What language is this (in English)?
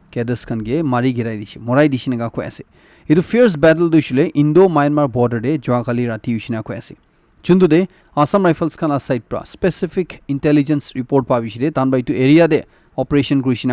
Naga Pidgin